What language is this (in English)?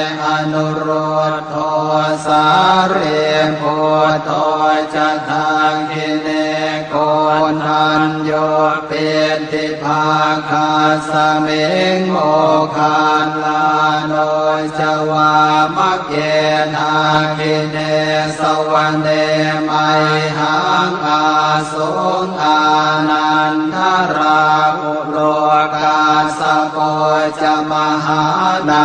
Pali